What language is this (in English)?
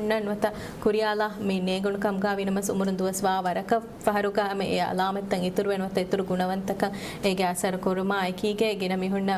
Divehi